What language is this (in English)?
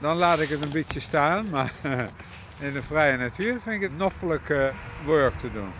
Western Frisian